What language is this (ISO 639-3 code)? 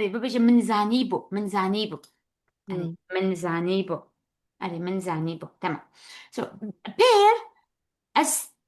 kur